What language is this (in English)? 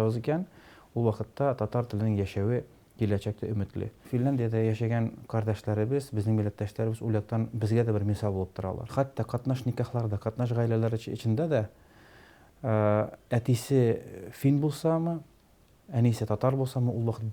Tatar